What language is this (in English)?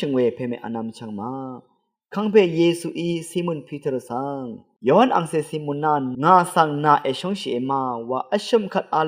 Rawang